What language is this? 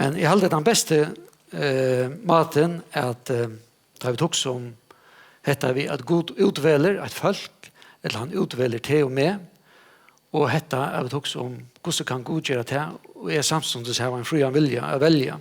Faroese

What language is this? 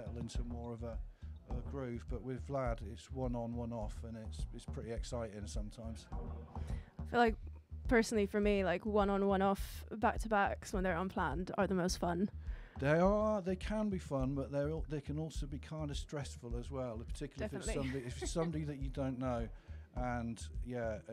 English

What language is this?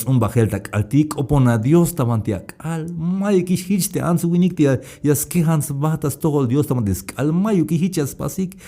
Tzeltal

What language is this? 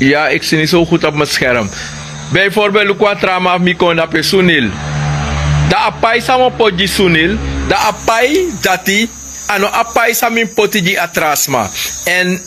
Sranan Tongo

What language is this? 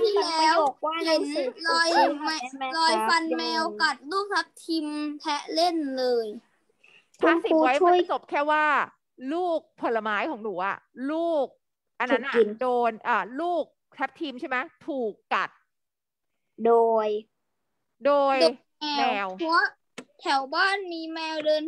Thai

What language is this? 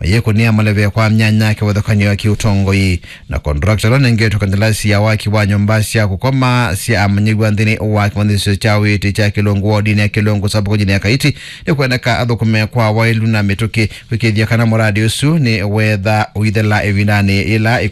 Kamba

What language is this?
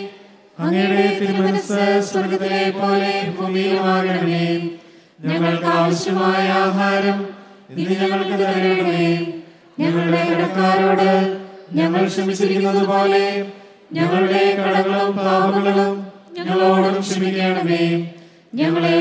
Malayalam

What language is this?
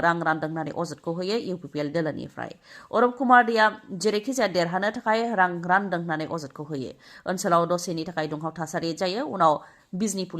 Bodo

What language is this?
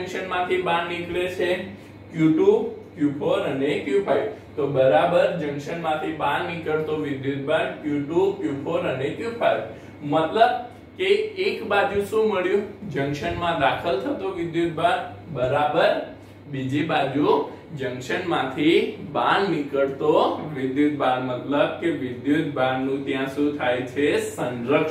Gujarati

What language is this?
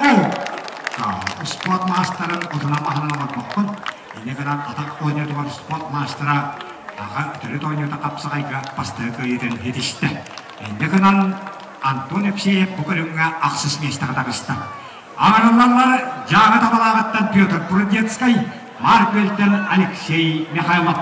Yakut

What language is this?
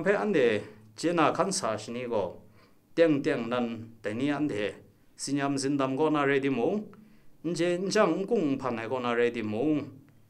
Kachin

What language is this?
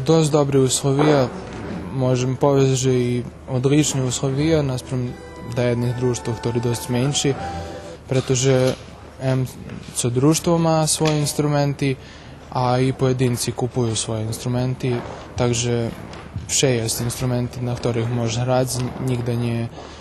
Rusyn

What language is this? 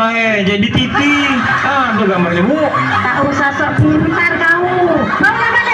Musi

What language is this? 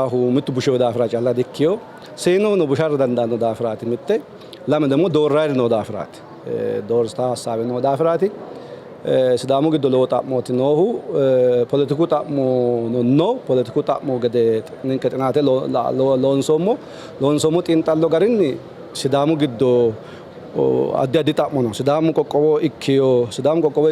Sidamo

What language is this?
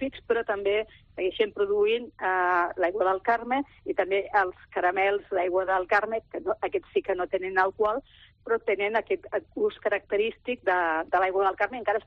Catalan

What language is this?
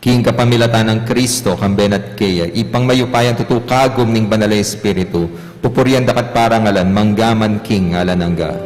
Pampanga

